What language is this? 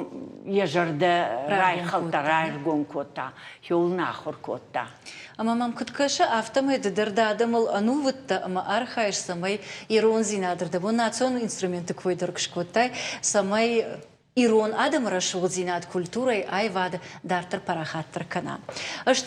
Ossetic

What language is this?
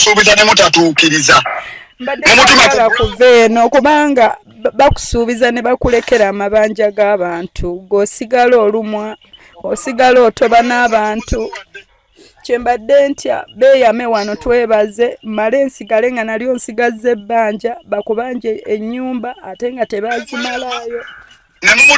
Ganda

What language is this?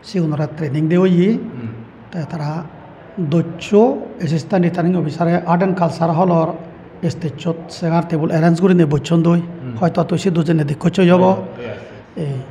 Chakma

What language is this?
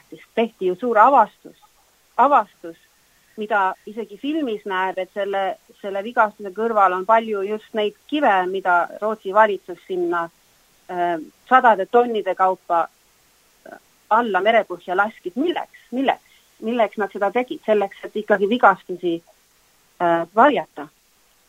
Estonian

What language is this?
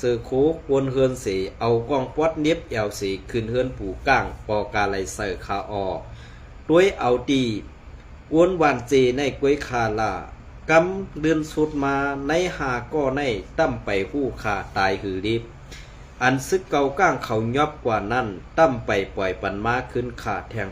Shan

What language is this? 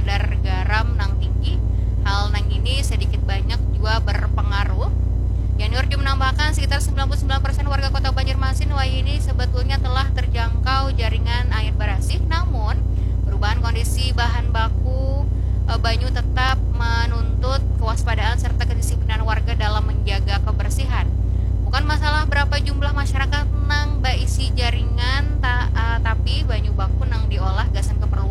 Banjar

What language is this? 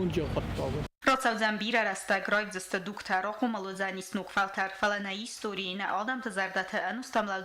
Ossetic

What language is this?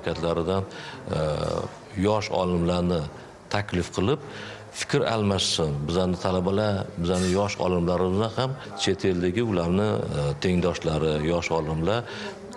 Uzbek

